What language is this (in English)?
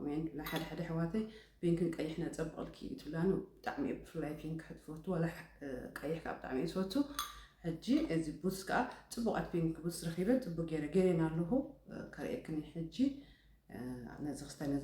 Tigrinya